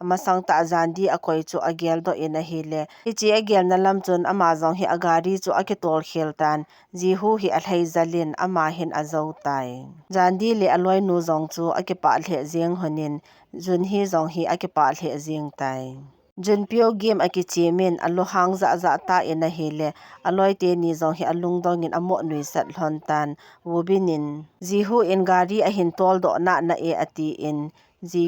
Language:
Thado Chin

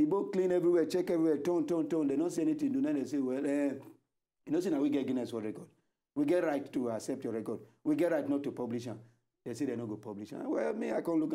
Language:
Nigerian Pidgin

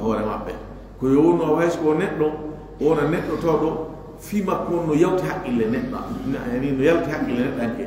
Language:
Fula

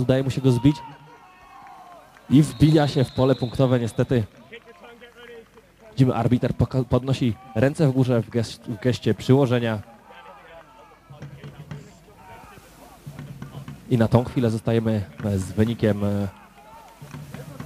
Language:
Polish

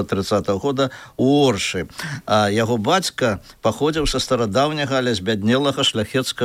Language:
Belarusian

